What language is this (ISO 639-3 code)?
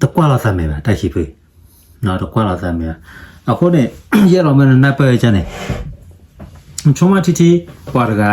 ksw